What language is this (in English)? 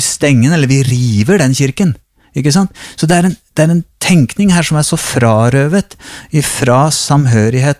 Norwegian